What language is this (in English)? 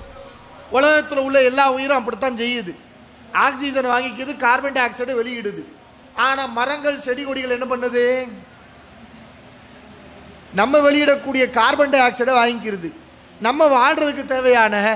Tamil